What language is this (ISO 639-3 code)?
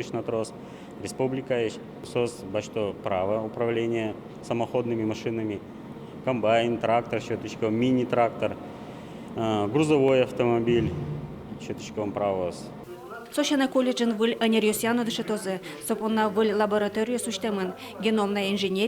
udm